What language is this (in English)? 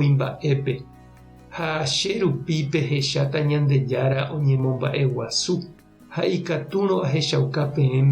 Guarani